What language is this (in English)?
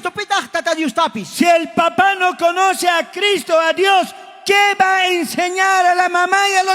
South Bolivian Quechua